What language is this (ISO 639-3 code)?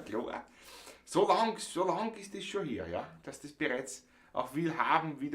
bar